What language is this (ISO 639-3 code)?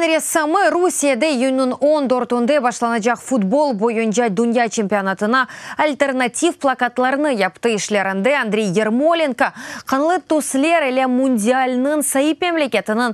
crh